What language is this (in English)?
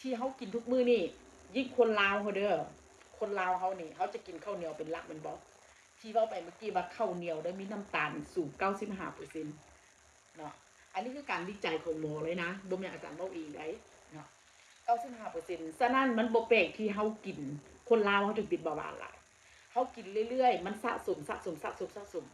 Northeastern Thai